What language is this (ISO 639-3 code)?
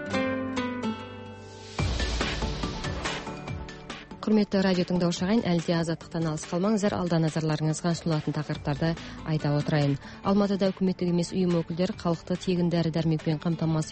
kaz